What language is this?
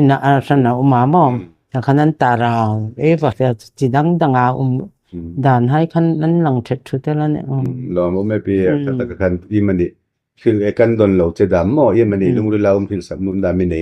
Hmar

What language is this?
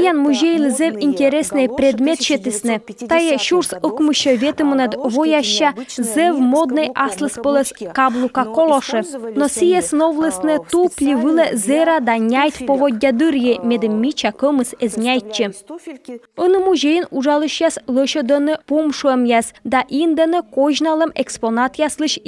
Komi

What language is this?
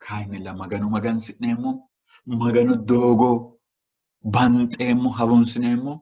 Sidamo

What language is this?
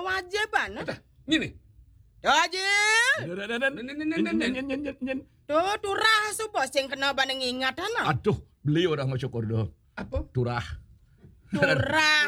Balinese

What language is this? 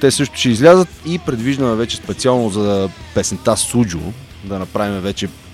Bulgarian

